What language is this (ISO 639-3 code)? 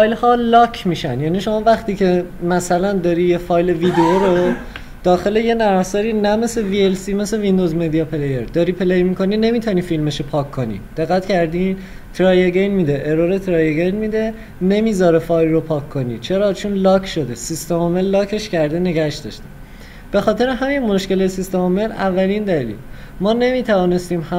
fas